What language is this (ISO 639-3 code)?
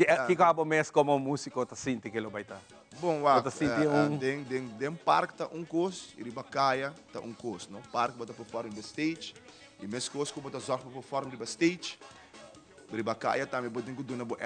pap